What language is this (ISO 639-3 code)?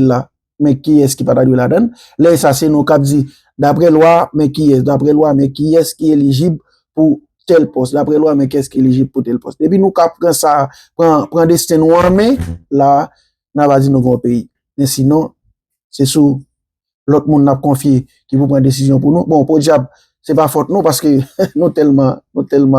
hat